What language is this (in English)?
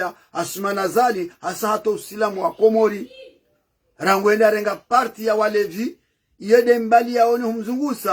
Ngazidja Comorian